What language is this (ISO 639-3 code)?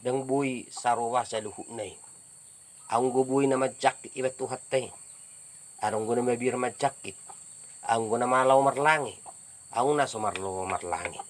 bbc